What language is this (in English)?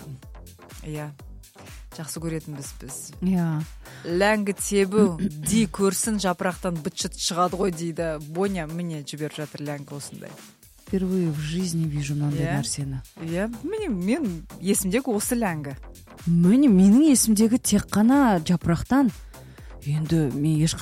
Kazakh